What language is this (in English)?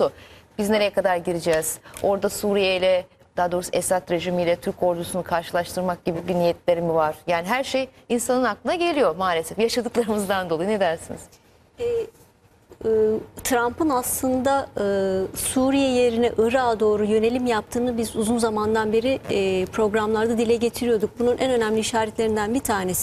Turkish